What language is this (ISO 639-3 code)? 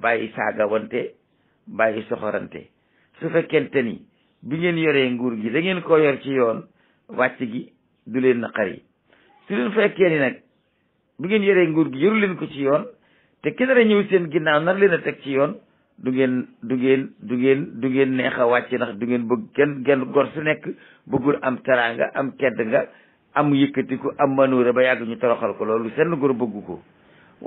wol